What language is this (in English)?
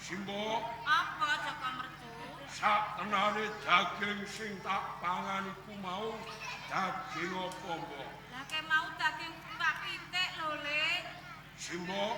Javanese